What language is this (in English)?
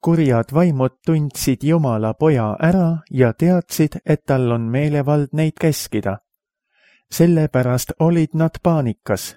Estonian